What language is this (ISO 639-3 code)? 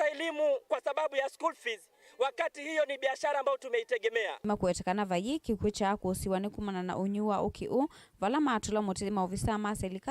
kam